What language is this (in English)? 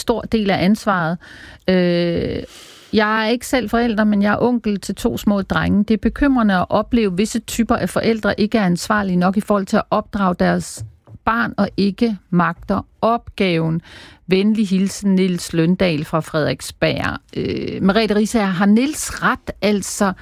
Danish